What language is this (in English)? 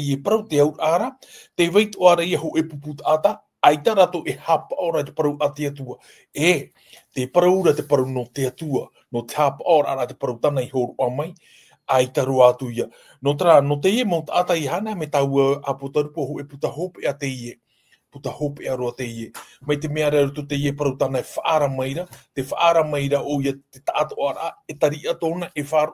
Tahitian